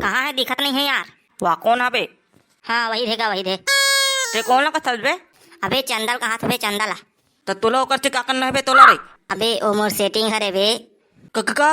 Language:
Chhattisgarhi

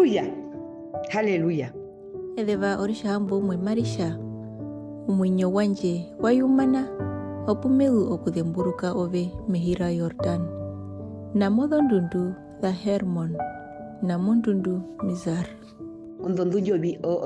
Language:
Herero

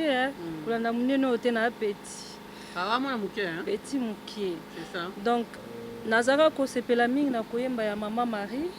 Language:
Lingala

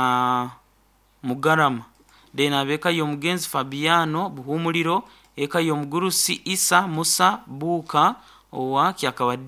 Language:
Nyoro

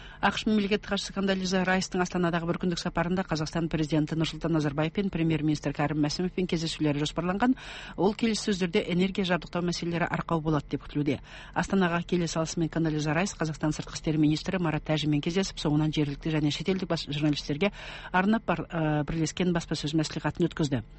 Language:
Kazakh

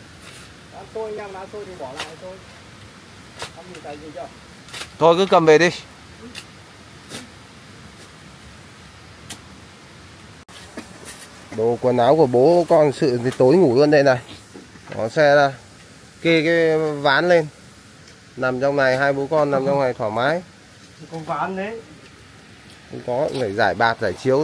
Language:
Vietnamese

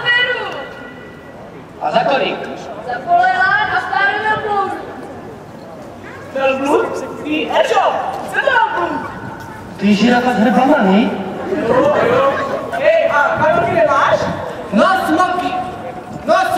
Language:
Czech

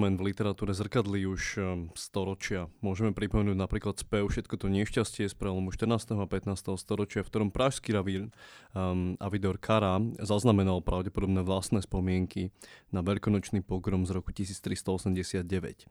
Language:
Slovak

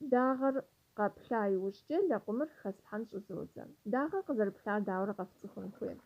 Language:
Kabardian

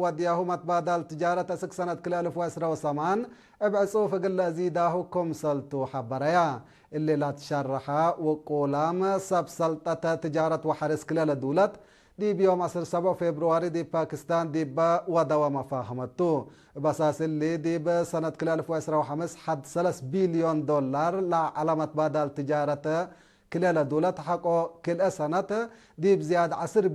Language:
Tigre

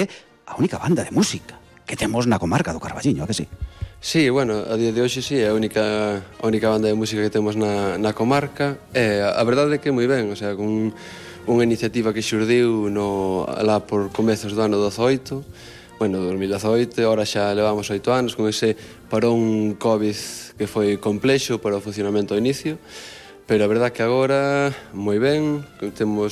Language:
Galician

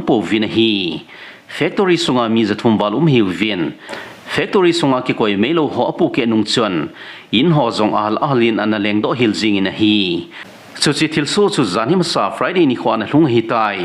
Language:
Thado Chin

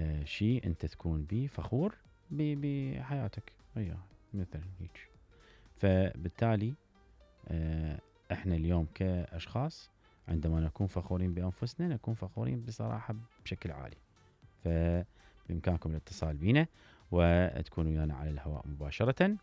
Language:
Mesopotamian Arabic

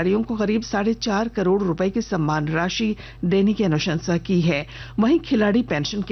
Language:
Hindi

